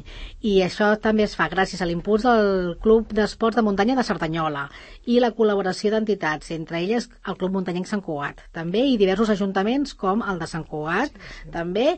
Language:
Catalan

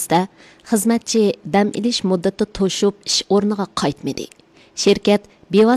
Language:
Uyghur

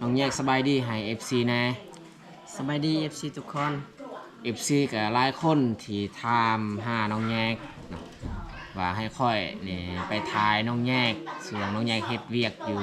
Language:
Lao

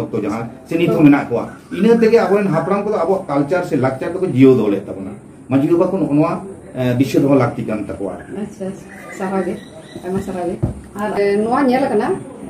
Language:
Santali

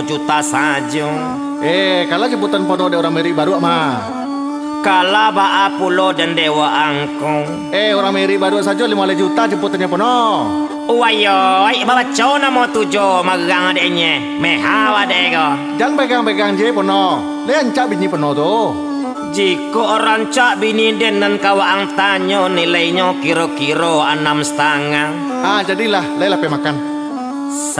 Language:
Minangkabau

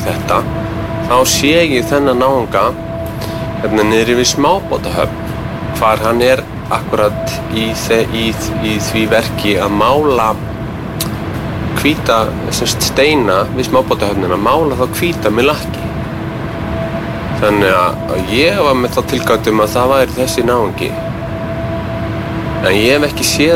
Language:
Icelandic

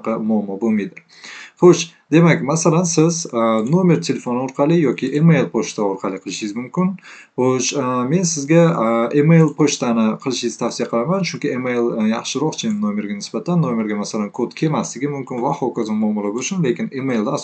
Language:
Uzbek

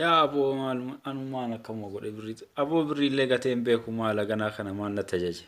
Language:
Oromo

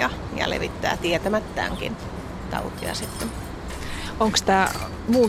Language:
Finnish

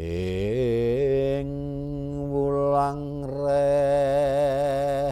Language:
Javanese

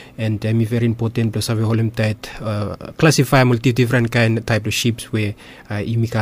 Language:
Bislama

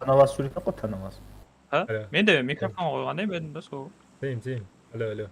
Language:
Kara-Kalpak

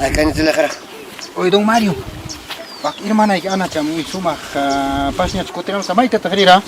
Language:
Ayacucho Quechua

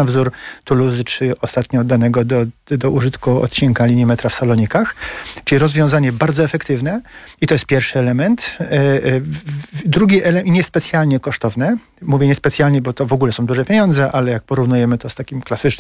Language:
Polish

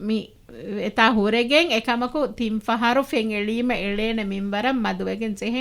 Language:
Divehi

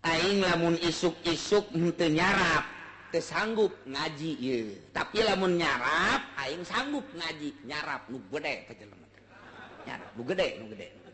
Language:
Sundanese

